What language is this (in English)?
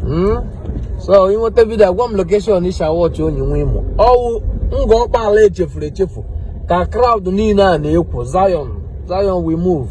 Igbo